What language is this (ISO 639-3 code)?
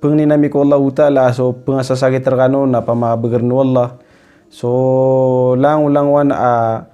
mrw